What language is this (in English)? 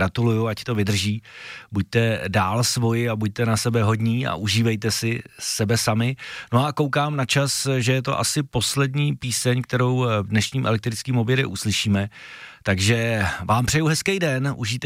Czech